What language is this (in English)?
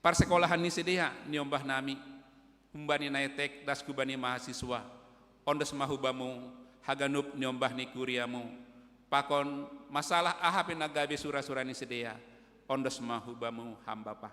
Batak Simalungun